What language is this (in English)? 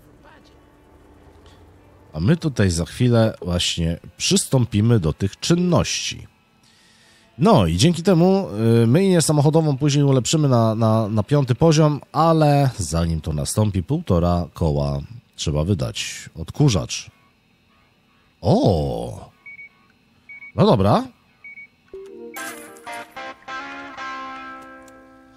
Polish